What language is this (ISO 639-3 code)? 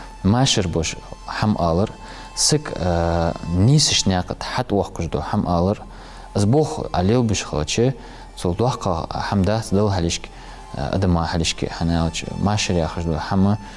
inh